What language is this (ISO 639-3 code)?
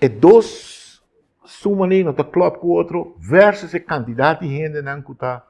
pap